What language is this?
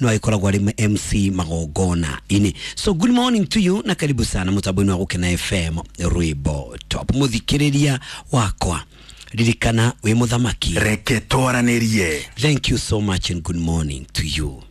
Kikuyu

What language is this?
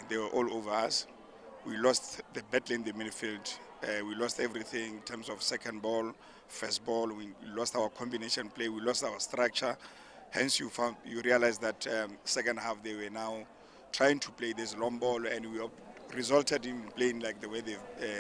Tswana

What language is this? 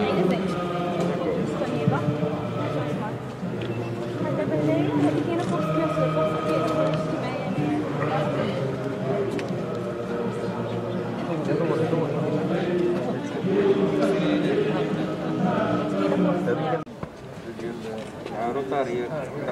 Moroccan Arabic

